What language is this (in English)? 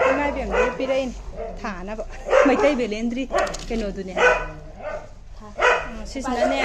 Manipuri